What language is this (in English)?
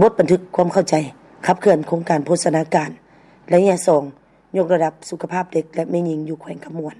Lao